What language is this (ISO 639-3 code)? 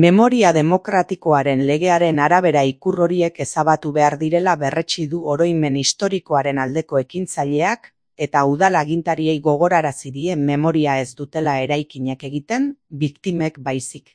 eus